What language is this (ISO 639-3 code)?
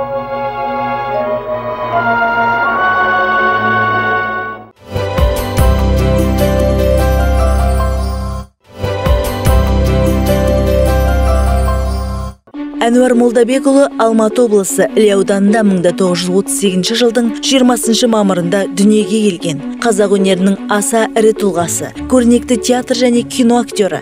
kaz